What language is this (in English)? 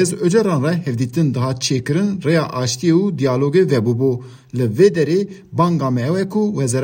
Kurdish